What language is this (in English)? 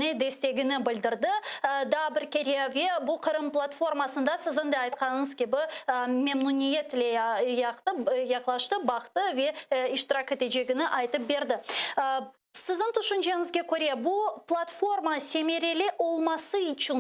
Crimean Tatar